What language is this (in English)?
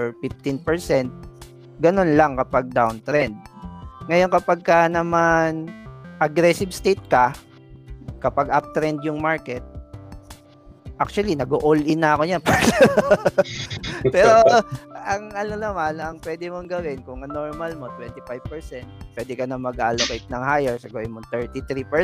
Filipino